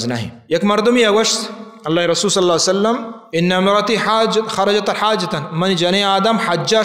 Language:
Baluchi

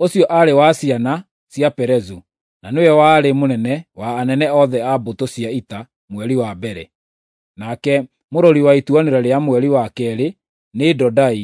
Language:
Kikuyu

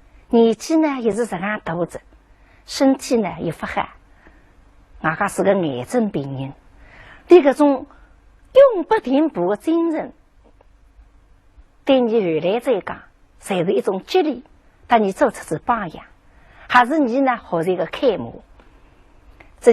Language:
Wu Chinese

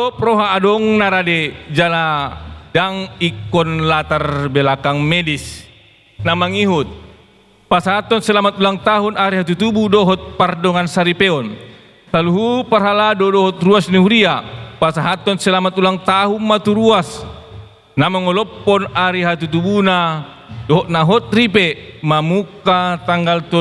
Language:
Batak Toba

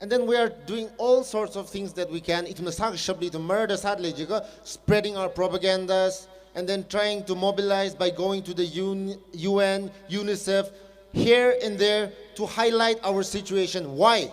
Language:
Tangkhul Naga (India)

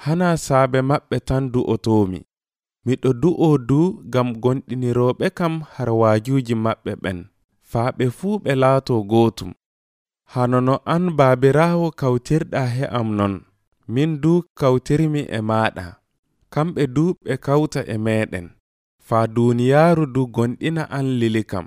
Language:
Nigerian Fulfulde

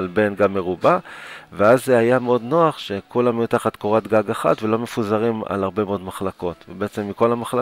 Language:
Hebrew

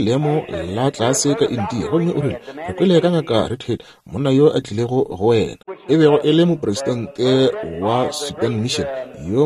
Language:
Northern Sotho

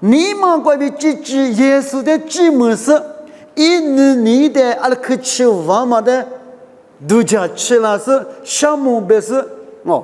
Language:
Lisu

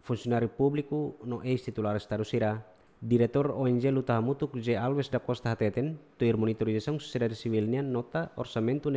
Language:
Tetum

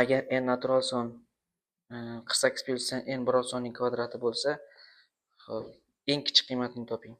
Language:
Uzbek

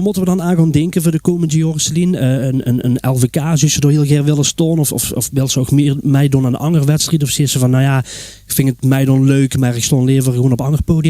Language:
Limburgish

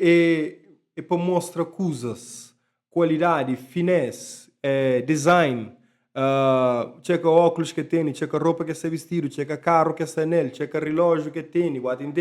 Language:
Kabuverdianu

